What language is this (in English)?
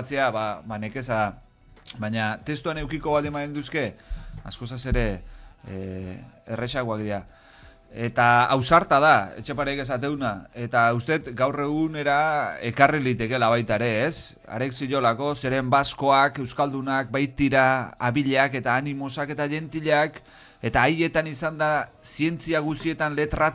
Basque